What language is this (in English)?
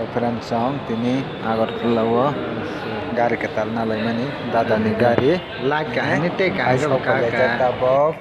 Kok Borok